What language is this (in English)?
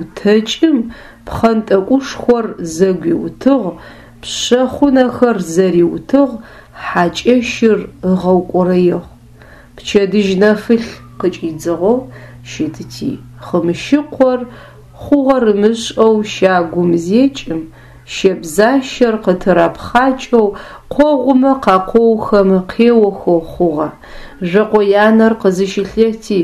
Adyghe